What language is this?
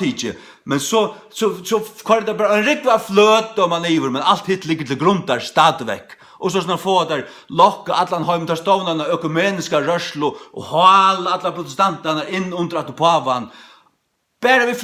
Faroese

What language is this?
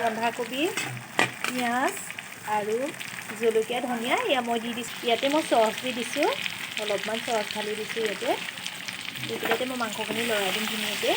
Assamese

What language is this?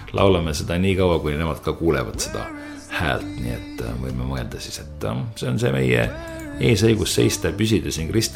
Estonian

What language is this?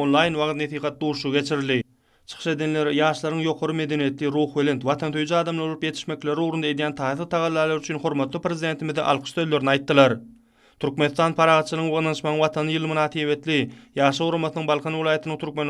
Turkmen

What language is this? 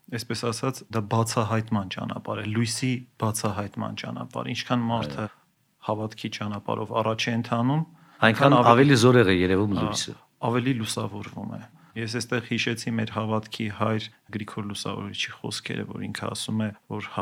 Armenian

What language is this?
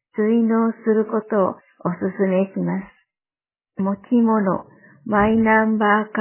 Japanese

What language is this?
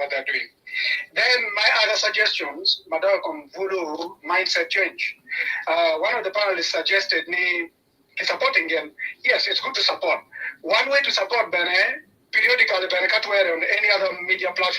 Acoli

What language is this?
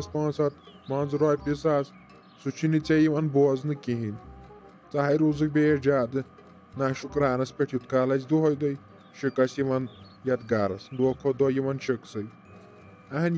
Kashmiri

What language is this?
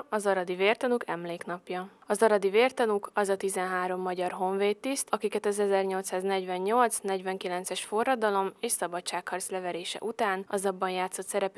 Hungarian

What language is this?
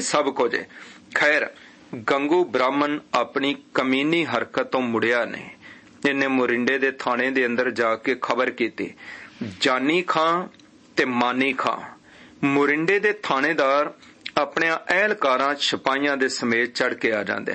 Punjabi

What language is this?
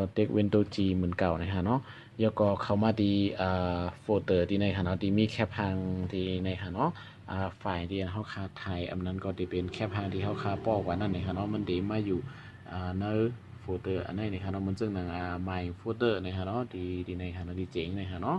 Shan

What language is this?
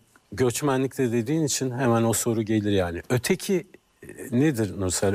Turkish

